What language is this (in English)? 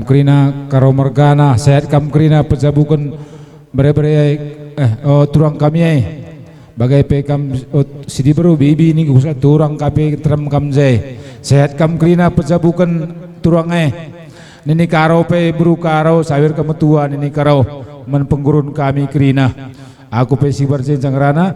Batak Karo